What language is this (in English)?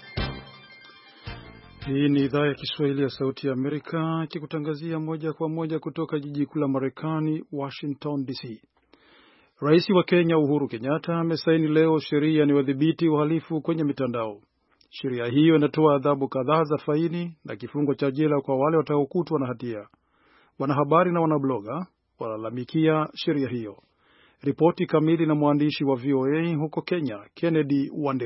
Swahili